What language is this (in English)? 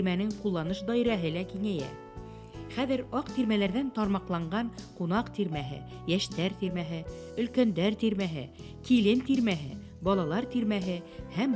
Bashkir